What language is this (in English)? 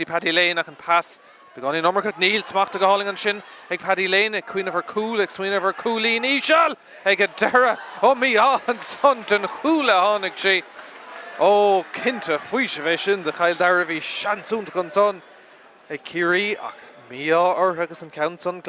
Irish